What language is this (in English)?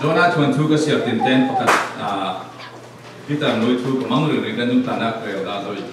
Falam Chin